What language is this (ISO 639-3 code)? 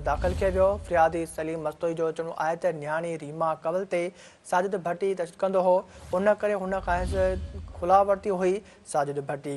snd